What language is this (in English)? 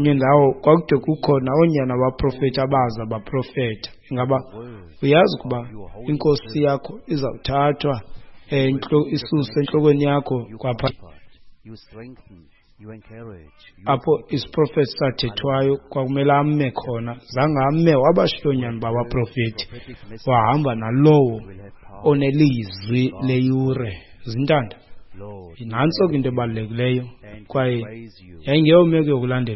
Xhosa